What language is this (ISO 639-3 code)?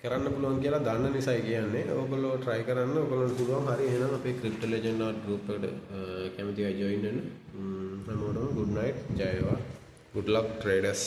sin